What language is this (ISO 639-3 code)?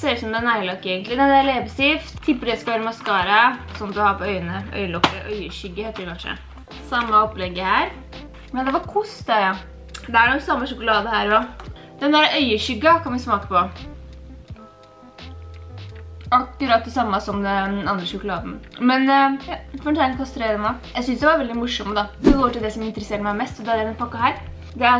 nor